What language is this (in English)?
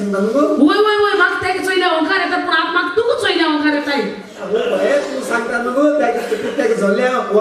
Konkani